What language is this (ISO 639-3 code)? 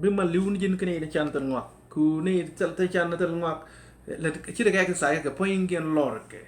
nus